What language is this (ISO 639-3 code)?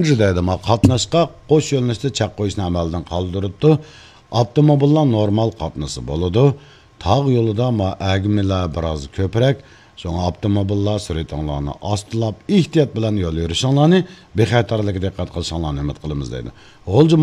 uig